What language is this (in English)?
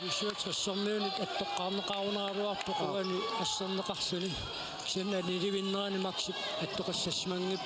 Kalaallisut